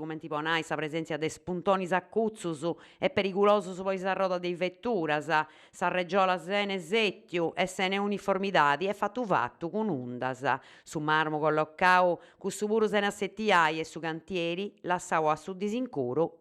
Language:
Sardinian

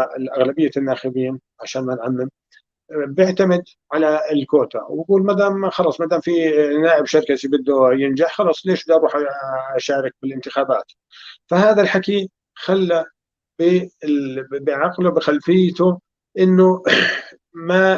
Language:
North Levantine Arabic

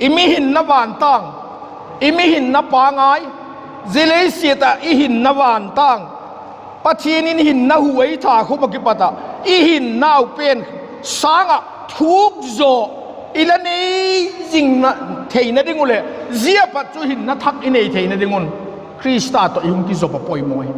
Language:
Vaiphei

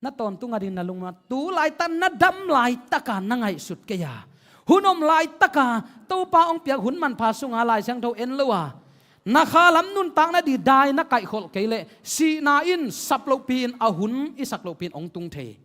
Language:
Tedim Chin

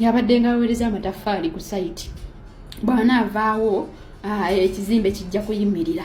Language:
Ganda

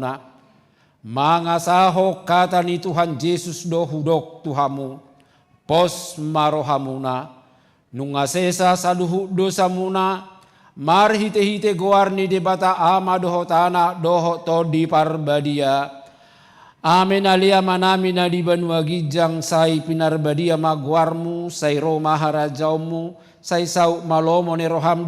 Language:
Batak Toba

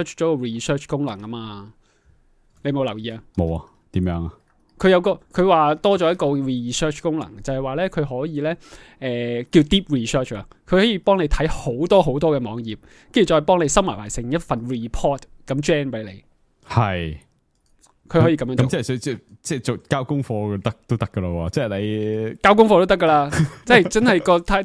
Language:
Cantonese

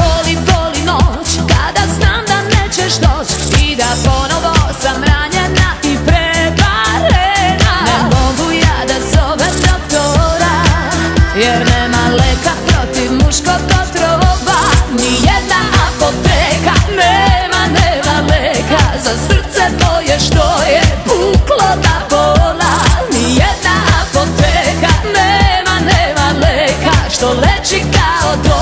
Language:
Serbian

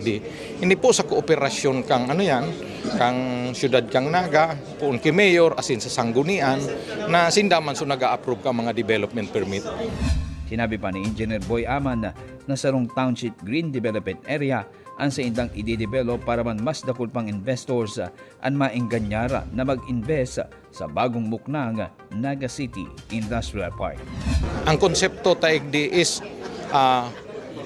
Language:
Bikol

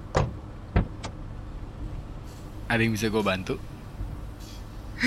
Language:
Indonesian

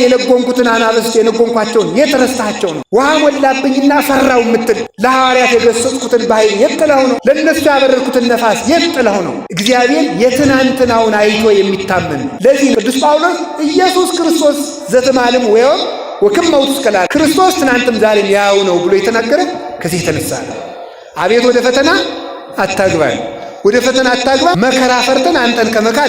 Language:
Amharic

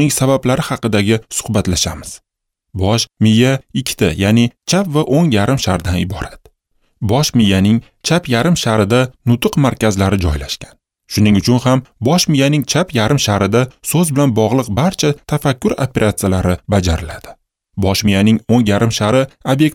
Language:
Uzbek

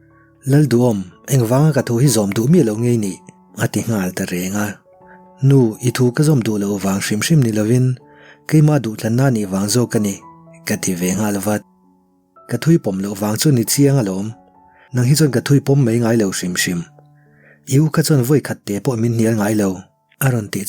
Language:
Mizo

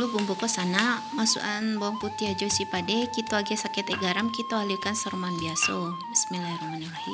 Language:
Minangkabau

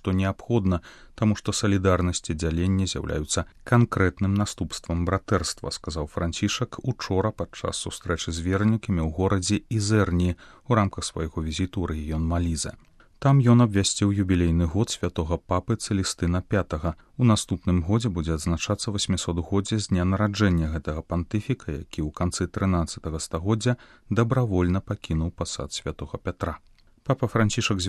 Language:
Belarusian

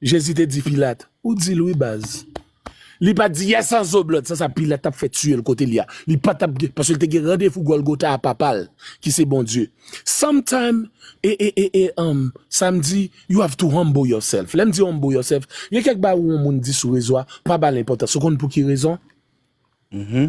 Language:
Haitian Creole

